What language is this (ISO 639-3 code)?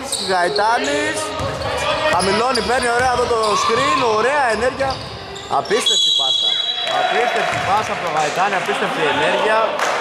ell